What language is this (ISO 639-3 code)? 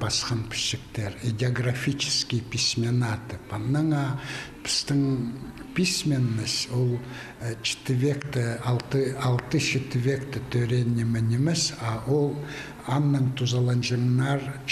kjh